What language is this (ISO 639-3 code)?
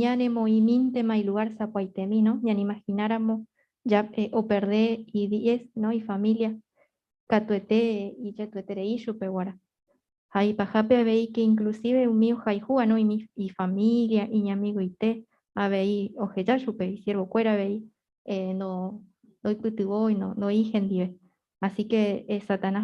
grn